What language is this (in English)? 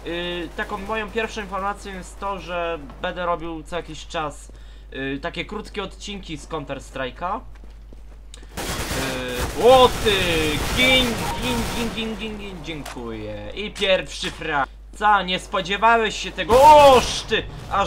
Polish